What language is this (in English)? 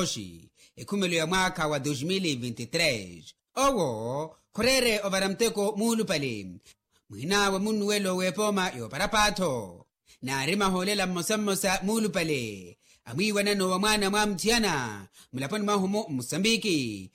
Makhuwa